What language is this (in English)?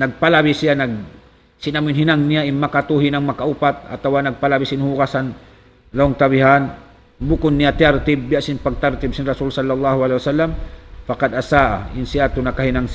Tausug